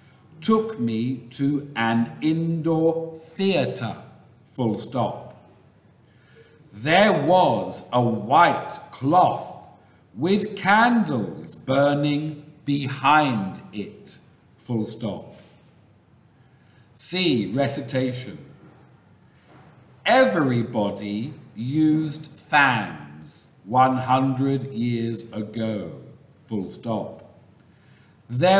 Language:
English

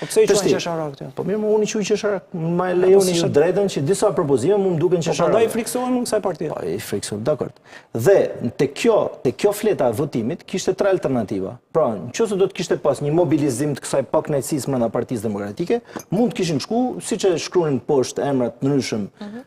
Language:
Albanian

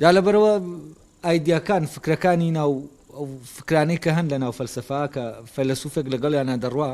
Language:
Central Kurdish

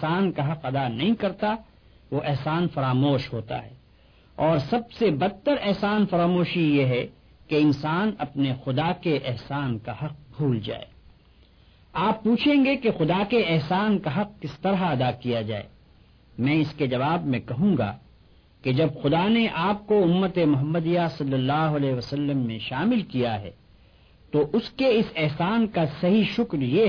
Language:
Urdu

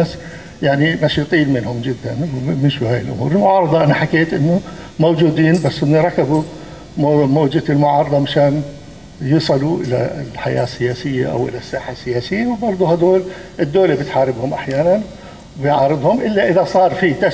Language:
North Levantine Arabic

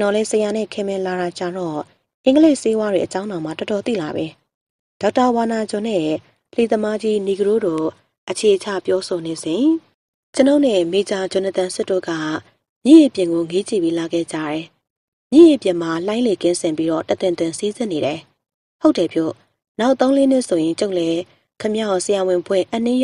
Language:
Burmese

